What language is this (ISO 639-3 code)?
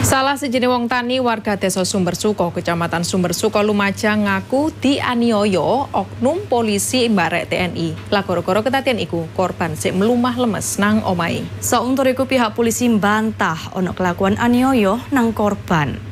jav